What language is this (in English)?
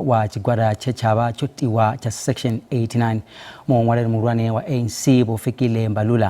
Venda